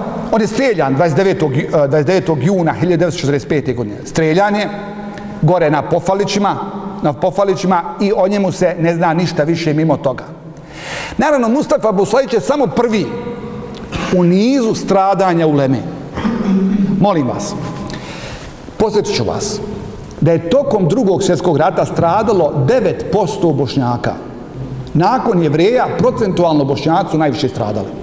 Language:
Bosnian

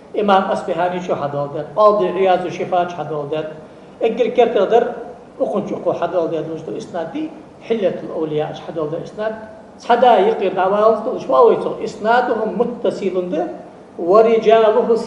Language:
Ingush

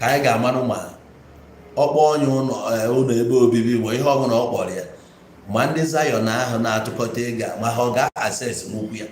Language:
Igbo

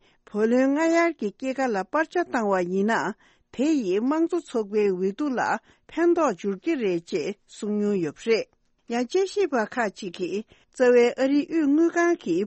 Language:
Tibetan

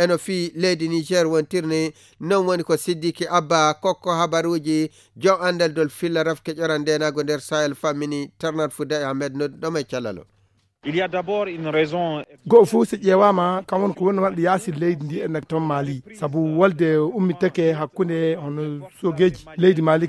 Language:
Fula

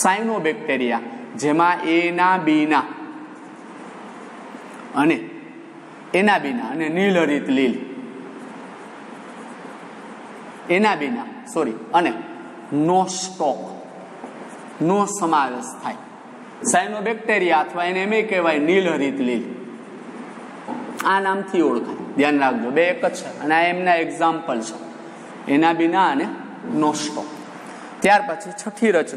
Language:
Gujarati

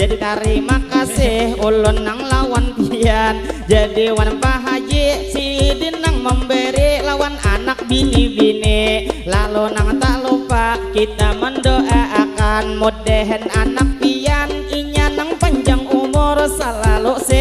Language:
Banjar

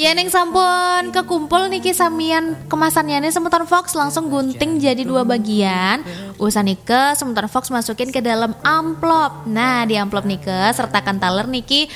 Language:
Balinese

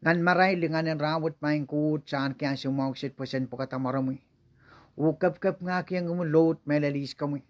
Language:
Pohnpeian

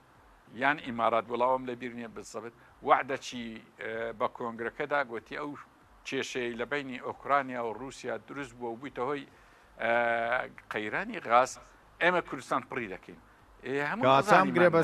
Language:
Central Kurdish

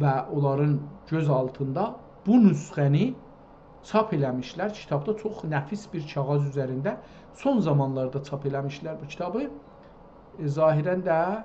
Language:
South Azerbaijani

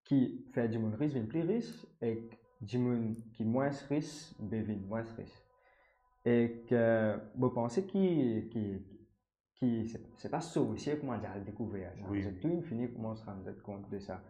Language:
Morisyen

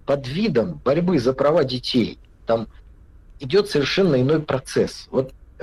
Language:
Russian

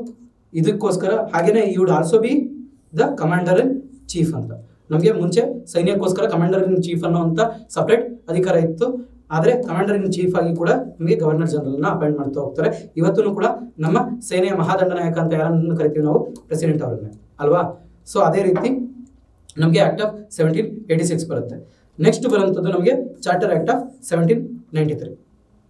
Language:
Kannada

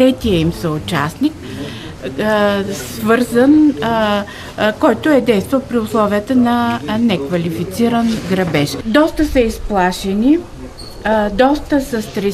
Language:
Bulgarian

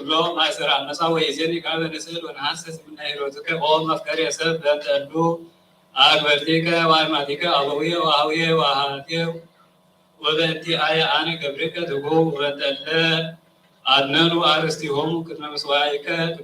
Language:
Geez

